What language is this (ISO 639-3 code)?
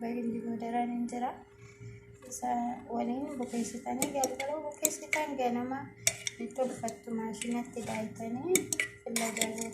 orm